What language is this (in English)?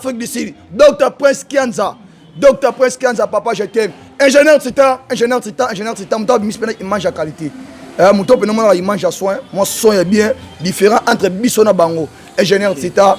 Lingala